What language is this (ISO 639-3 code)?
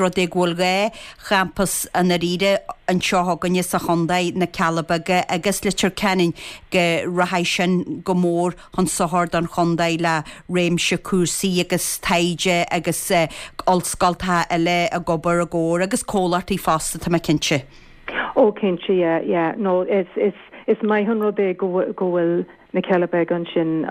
gle